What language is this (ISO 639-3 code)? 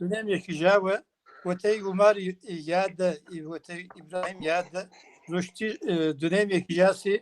kbd